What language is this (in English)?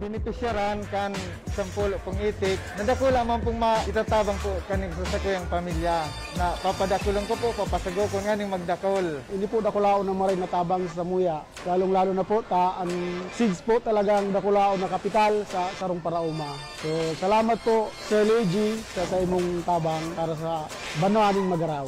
Bikol